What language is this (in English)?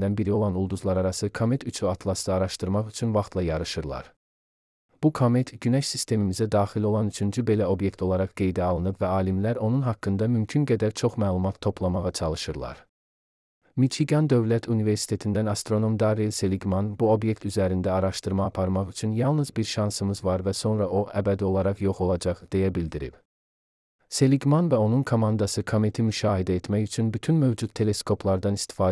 Azerbaijani